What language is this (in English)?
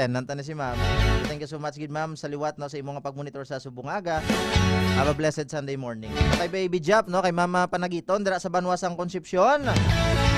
Hiligaynon